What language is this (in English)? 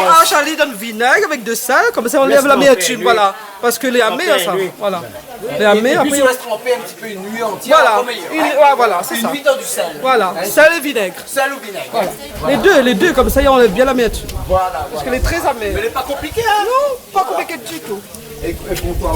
Réunion Creole French